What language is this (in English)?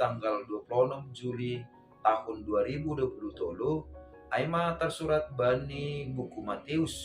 Batak Simalungun